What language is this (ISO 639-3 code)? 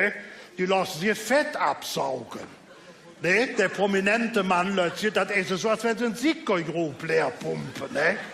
ksh